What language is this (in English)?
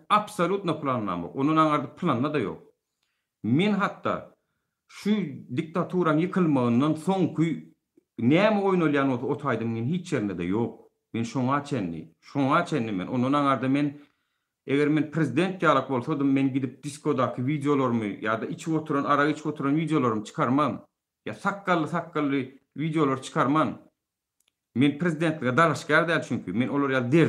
Turkmen